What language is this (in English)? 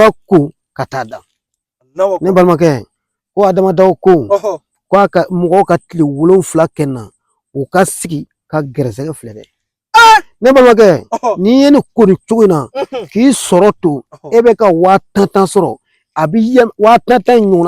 Bambara